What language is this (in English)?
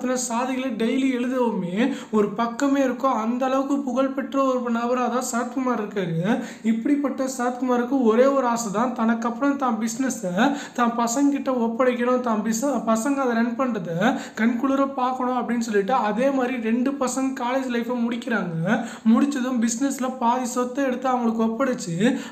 Tamil